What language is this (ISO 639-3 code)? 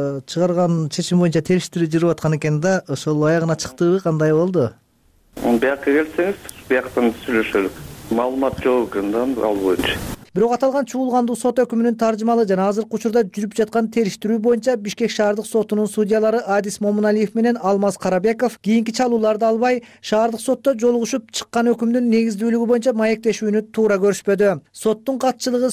kir